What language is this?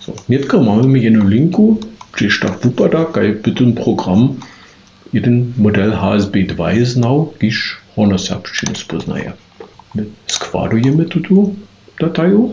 Upper Sorbian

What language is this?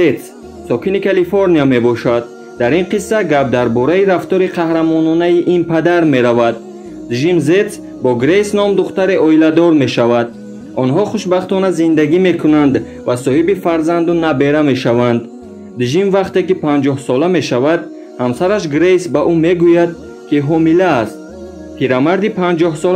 Tajik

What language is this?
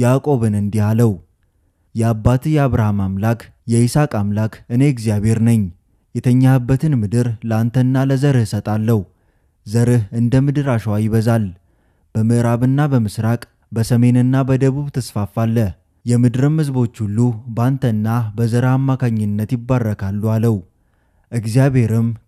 Amharic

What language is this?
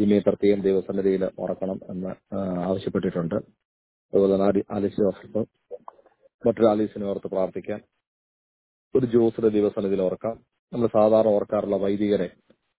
Malayalam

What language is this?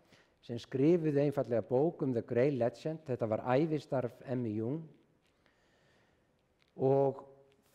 Icelandic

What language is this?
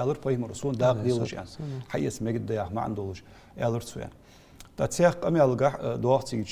Ingush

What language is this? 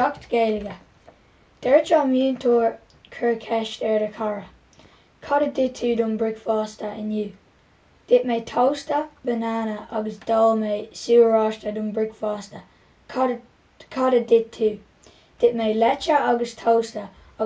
Irish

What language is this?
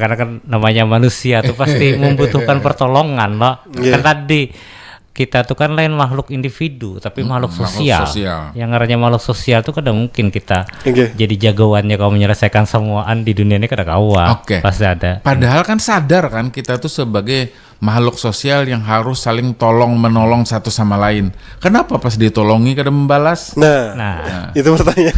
Banjar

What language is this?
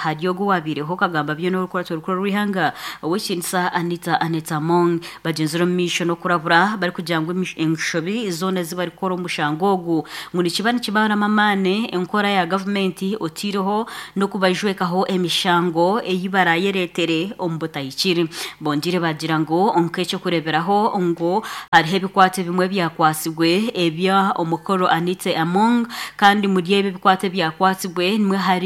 Nyankole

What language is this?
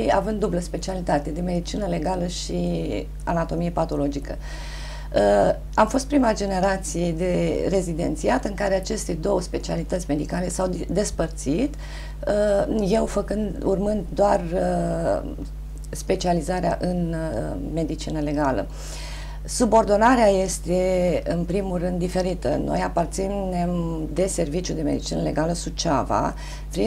Romanian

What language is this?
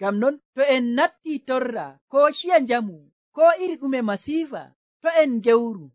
Nigerian Fulfulde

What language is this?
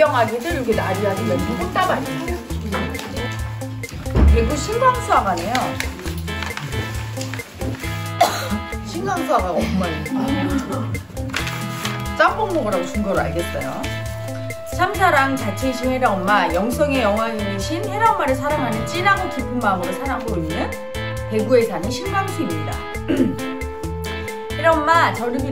Korean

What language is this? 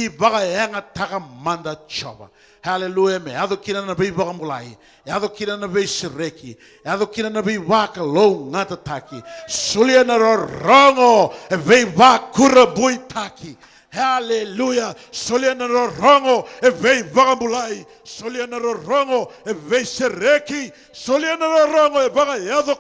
Fijian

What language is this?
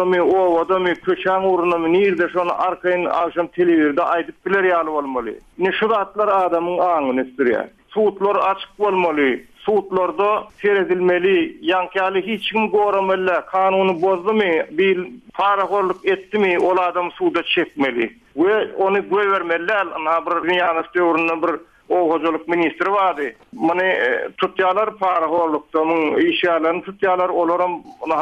Turkmen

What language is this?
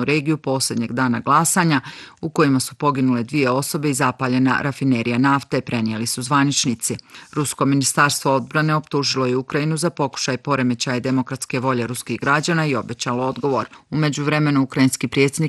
Bosnian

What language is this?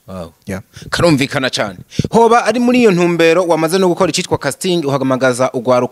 Rundi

